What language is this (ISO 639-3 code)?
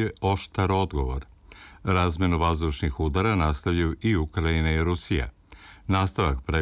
srp